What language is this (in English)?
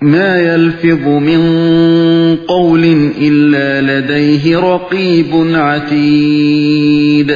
Uyghur